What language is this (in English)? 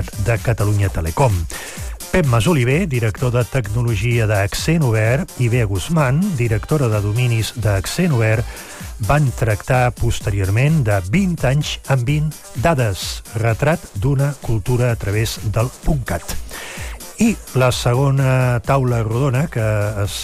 Catalan